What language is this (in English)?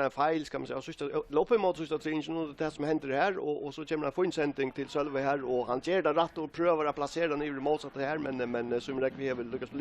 Faroese